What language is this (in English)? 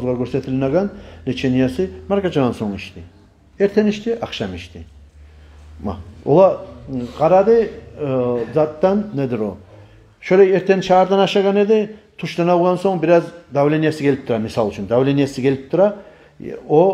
Kumyk